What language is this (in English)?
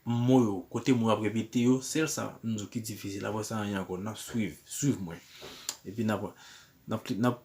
Haitian Creole